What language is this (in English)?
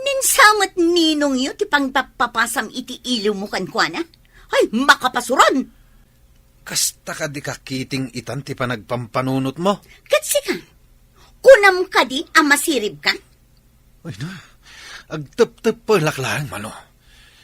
Iloko